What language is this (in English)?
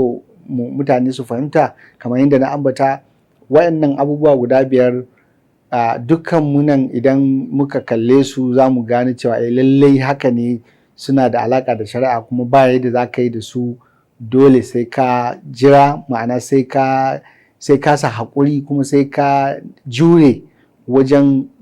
Hausa